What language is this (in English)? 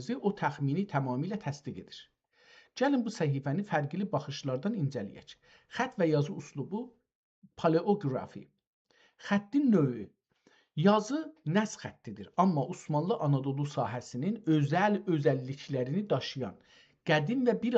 South Azerbaijani